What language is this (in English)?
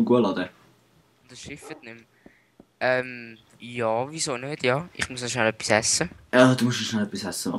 Swiss German